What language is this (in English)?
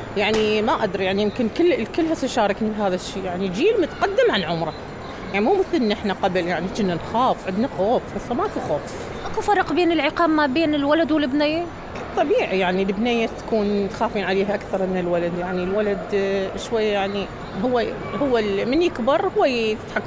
Mesopotamian Arabic